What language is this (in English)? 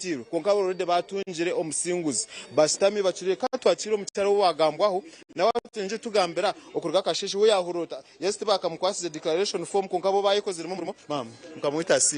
Nyankole